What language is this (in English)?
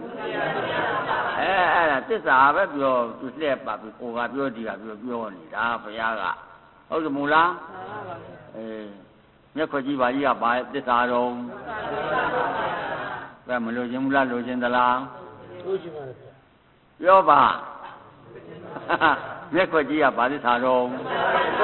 Burmese